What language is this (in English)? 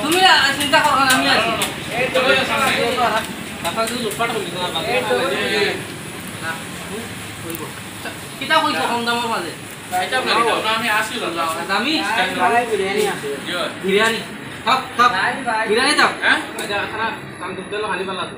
Sylheti